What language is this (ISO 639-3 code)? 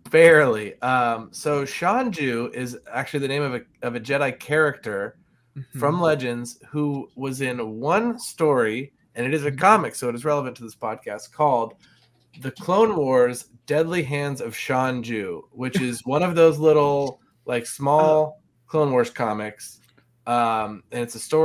eng